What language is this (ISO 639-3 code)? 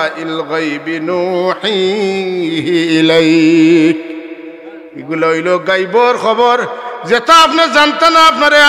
syl